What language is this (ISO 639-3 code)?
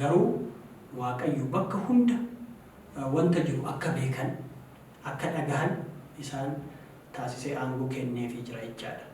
orm